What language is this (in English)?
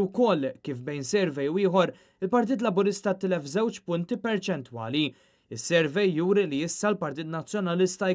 Maltese